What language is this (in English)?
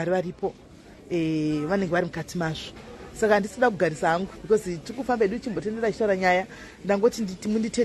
Shona